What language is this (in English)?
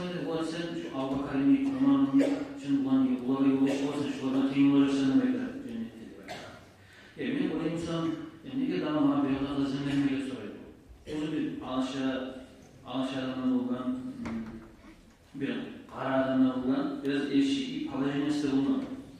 Kumyk